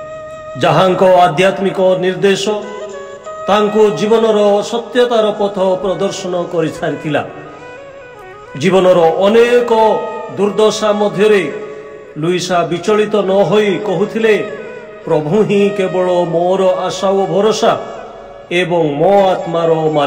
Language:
Odia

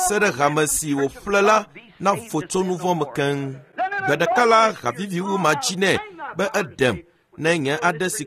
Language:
Ewe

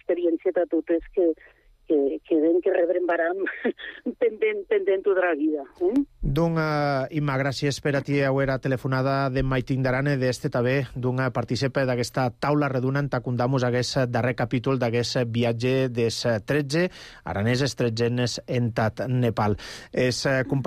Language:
Catalan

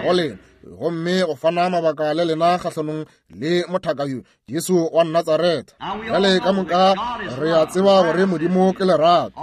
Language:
Northern Sotho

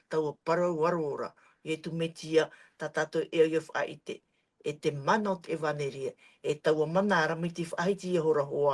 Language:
Tahitian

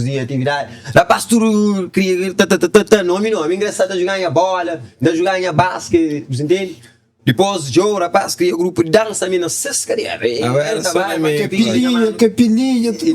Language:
Kabuverdianu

